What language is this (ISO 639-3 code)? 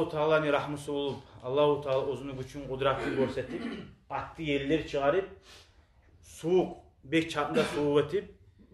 kum